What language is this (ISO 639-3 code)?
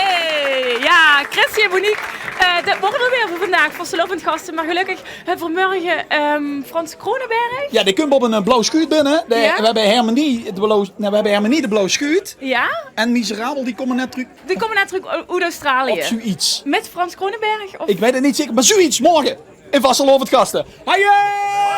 lim